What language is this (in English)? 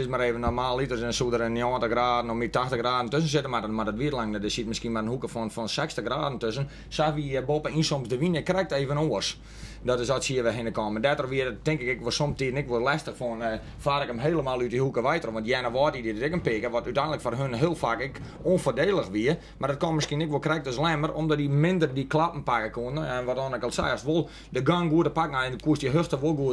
Western Frisian